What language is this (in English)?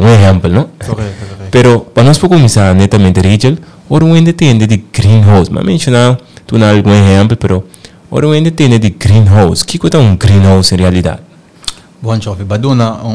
Papiamento